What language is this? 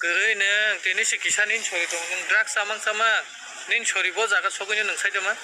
Kok Borok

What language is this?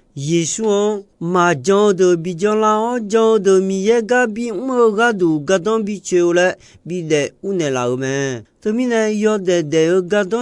Akha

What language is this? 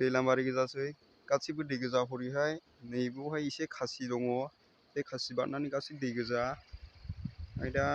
Bodo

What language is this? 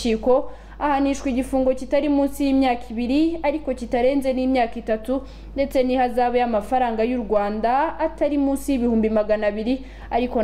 Kinyarwanda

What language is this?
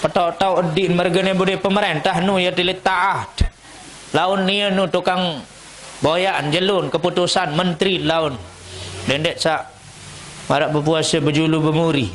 Sasak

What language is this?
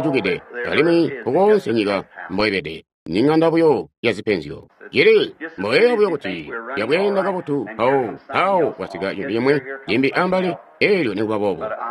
Tonga (Zambia)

